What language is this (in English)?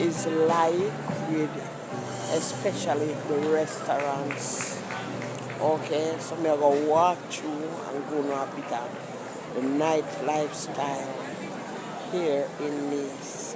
Jamaican Creole English